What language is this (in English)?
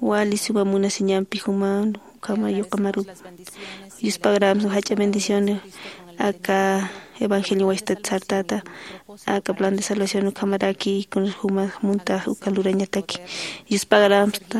Aymara